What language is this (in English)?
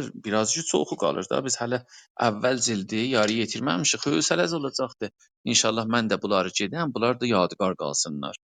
South Azerbaijani